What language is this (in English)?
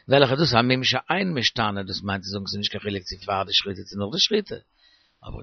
Yiddish